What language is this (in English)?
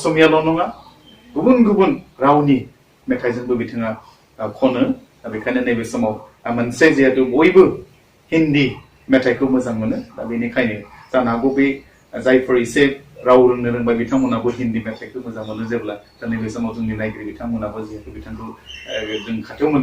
Bodo